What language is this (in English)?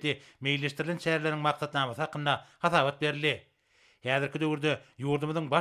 Turkmen